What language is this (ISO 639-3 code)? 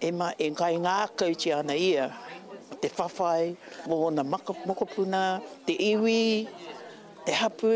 mri